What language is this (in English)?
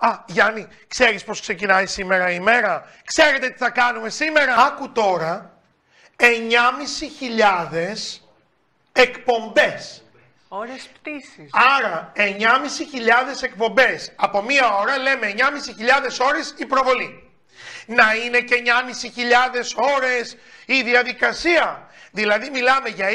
Greek